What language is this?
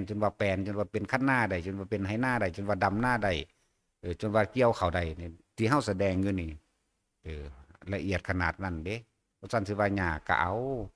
Northeastern Thai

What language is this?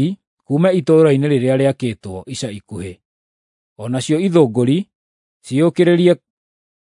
Kikuyu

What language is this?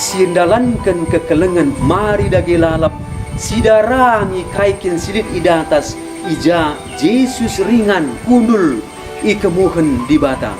Batak Karo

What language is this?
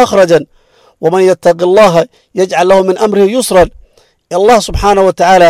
Somali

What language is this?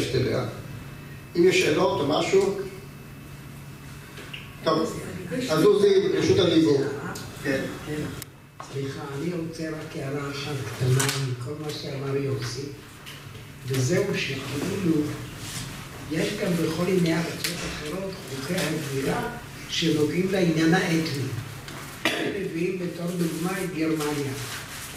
Hebrew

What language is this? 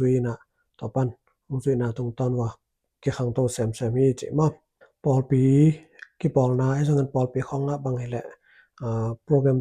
Tedim Chin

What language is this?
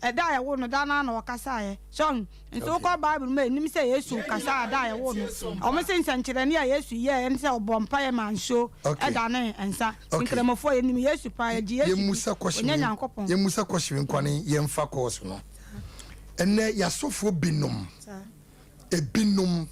Akan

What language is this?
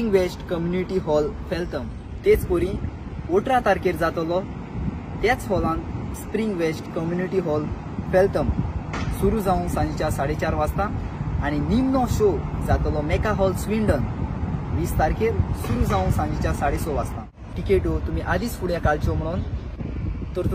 Konkani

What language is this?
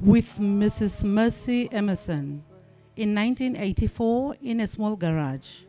Venda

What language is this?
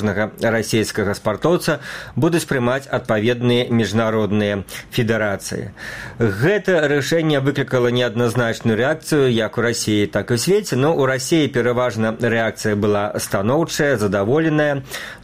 Belarusian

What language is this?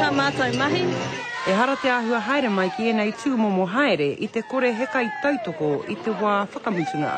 Māori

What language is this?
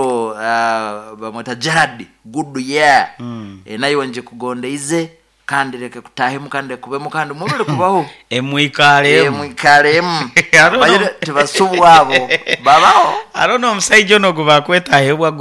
Nyoro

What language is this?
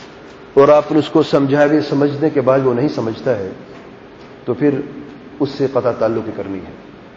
Urdu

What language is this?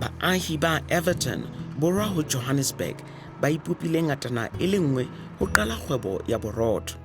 Southern Sotho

